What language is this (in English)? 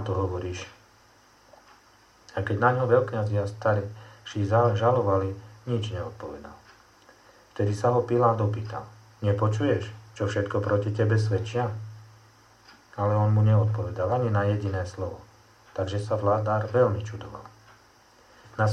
Slovak